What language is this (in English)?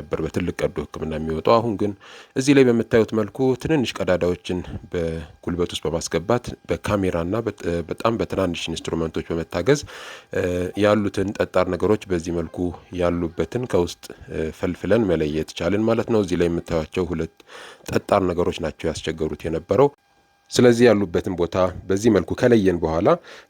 Amharic